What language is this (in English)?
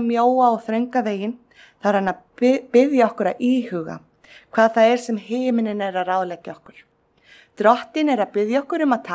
Icelandic